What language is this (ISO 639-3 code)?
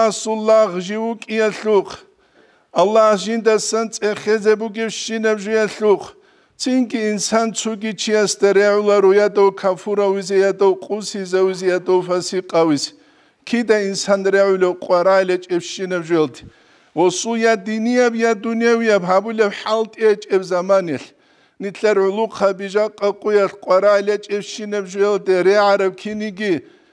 ava